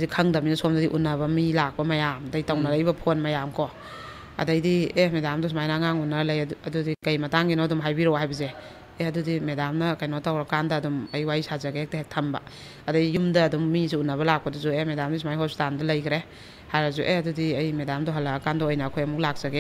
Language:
Manipuri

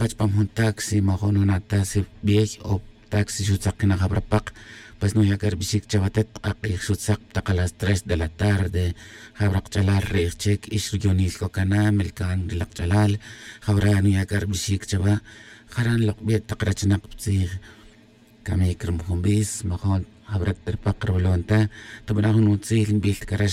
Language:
Tz'utujil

